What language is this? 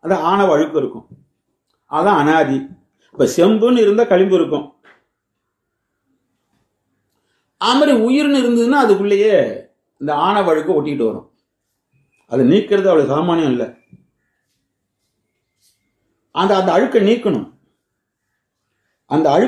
Tamil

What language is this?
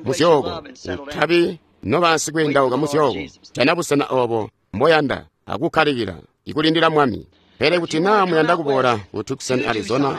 Tonga (Zambia)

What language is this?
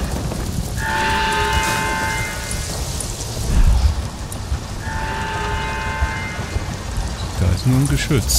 German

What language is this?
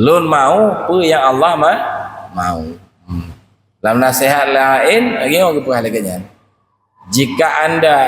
Achinese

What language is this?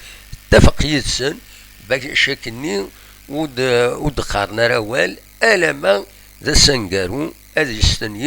Kabyle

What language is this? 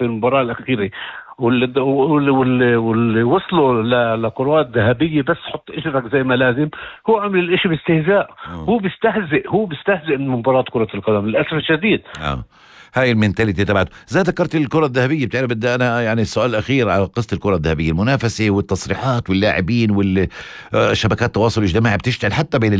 North Levantine Arabic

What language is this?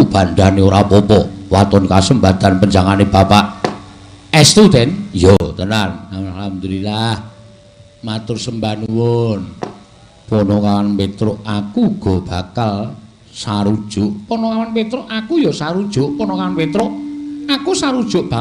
Javanese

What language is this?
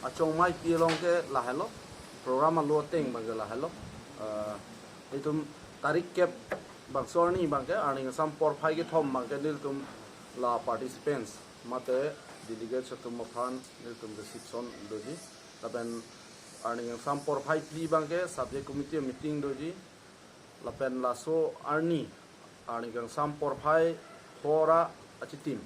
Karbi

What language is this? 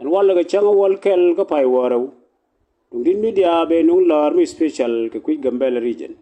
Nuer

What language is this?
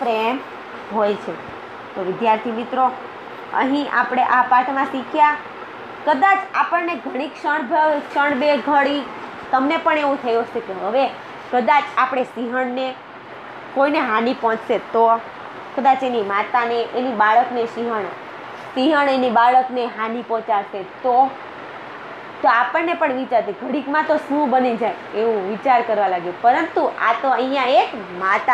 Gujarati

